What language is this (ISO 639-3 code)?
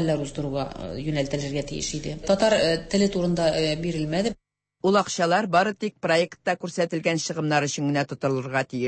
tat